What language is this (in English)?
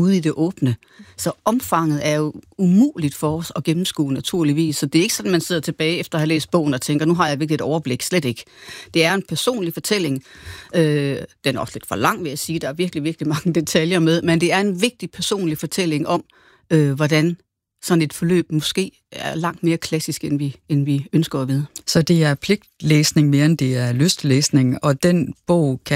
Danish